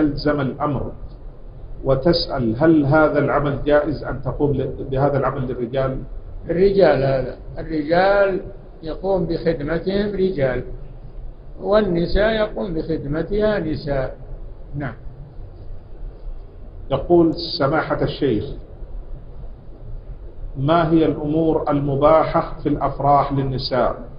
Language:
Arabic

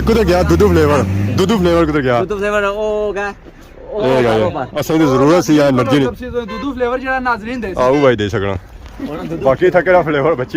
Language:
Pahari-Potwari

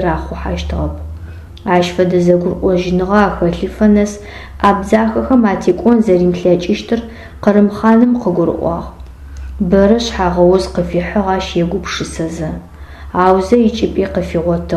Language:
Adyghe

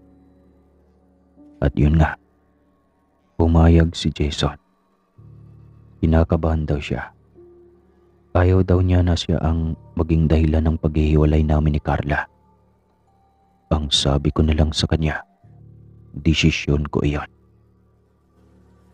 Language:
Filipino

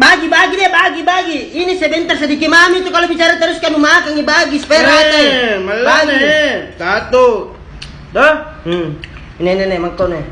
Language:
Makassar Malay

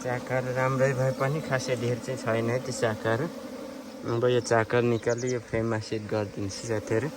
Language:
Nepali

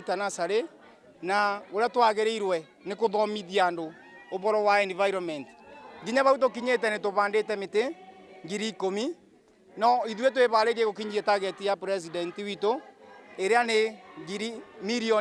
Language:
Kikuyu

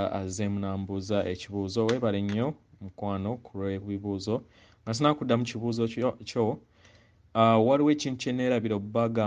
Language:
Ganda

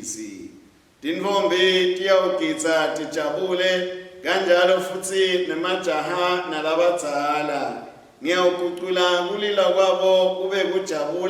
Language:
Swati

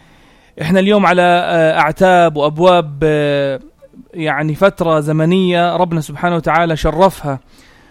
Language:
North Levantine Arabic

